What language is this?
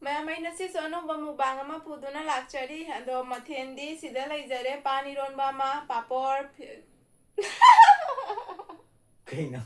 Manipuri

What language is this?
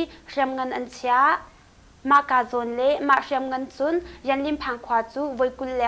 Hakha Chin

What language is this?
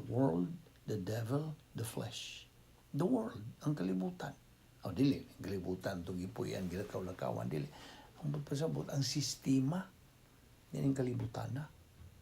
Cebuano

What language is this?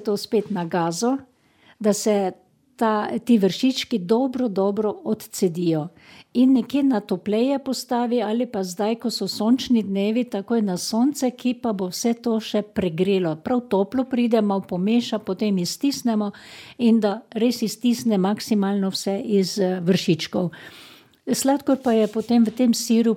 Slovenian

